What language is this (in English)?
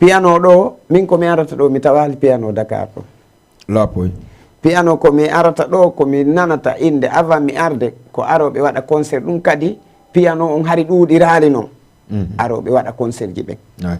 Fula